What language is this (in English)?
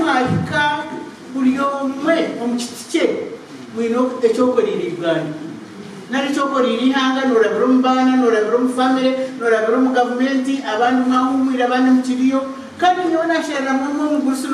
Nyankole